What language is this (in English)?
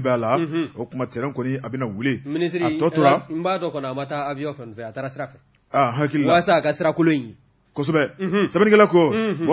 Bambara